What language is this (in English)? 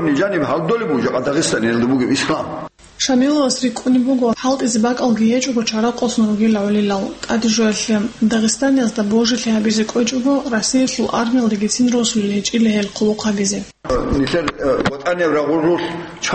Avaric